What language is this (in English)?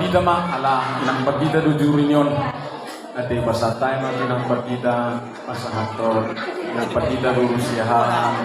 Batak Toba